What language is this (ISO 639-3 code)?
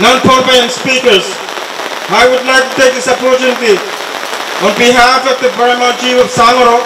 pon